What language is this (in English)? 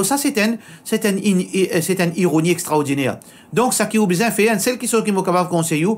Morisyen